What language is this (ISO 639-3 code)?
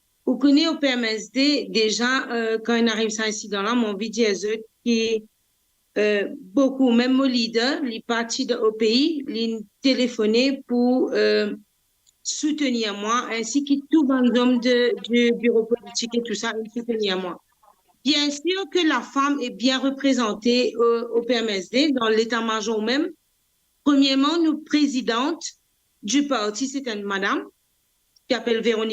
mfe